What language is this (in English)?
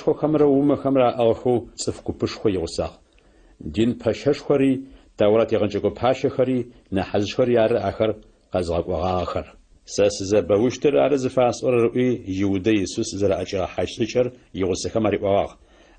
Adyghe